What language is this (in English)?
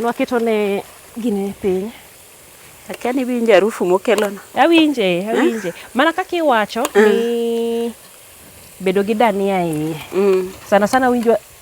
Luo (Kenya and Tanzania)